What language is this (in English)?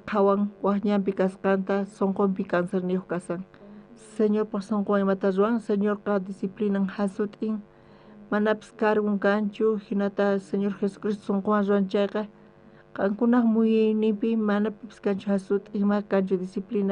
South Bolivian Quechua